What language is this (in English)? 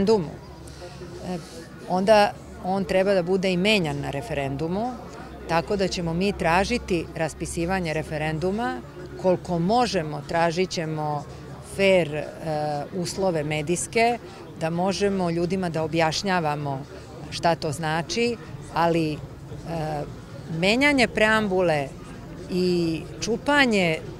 Serbian